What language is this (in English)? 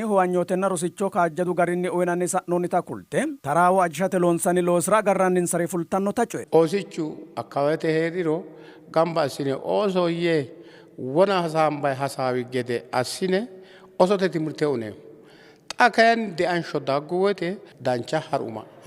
Sidamo